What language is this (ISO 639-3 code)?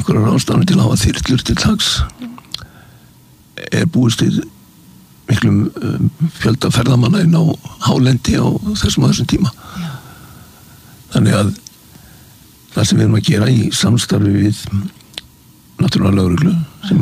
isl